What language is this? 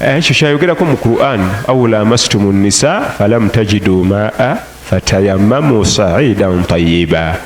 Ganda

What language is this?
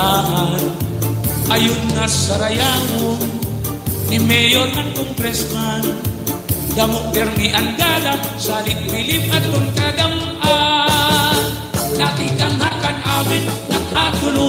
Waray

